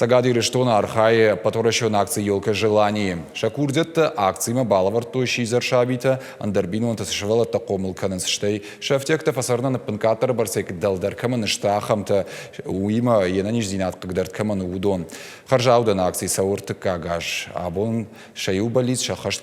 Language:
Ossetic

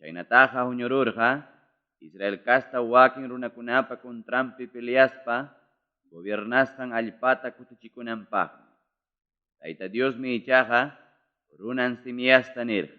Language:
Ayacucho Quechua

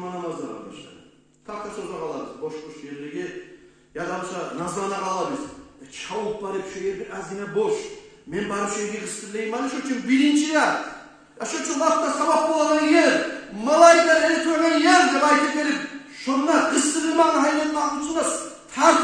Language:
Kumyk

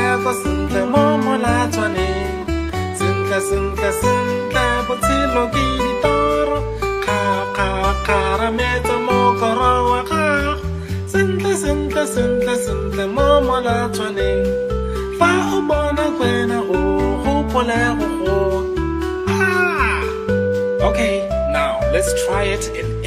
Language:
Tswana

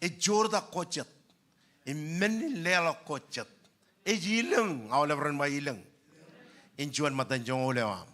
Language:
Marshallese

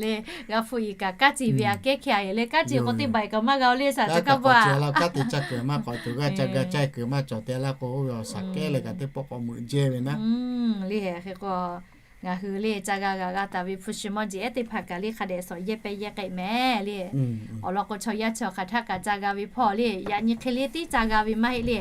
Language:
Lahu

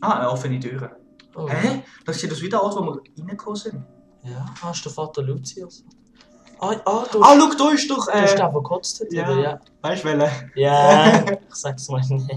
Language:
Swiss German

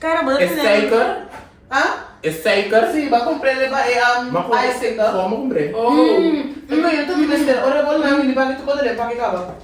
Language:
Papiamento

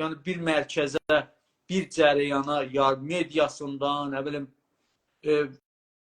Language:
South Azerbaijani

